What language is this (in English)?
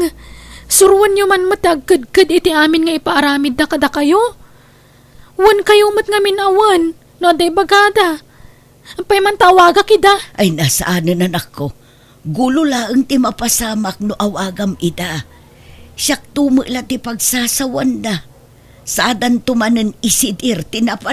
Iloko